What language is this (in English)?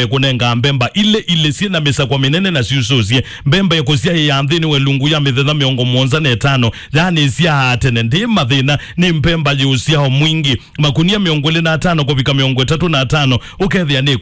Kamba